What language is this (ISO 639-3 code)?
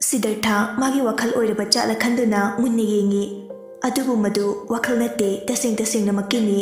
mni